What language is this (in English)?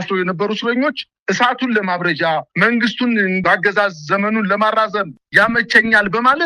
Amharic